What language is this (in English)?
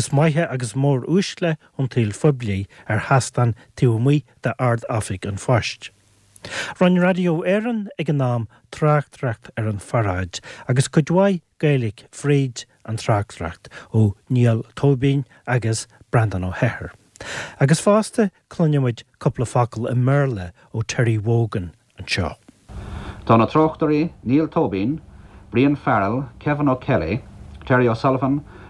Irish